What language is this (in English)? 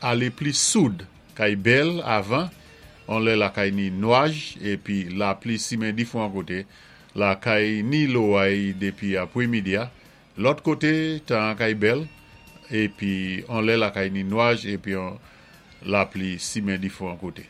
Saint Lucian Creole French